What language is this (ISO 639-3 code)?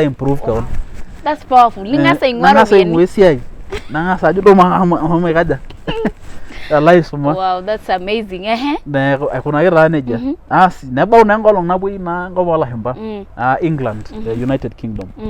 mas